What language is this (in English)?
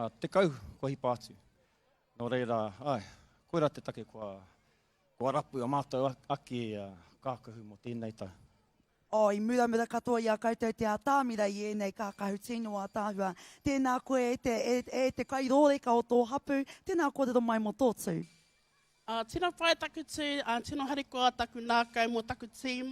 Māori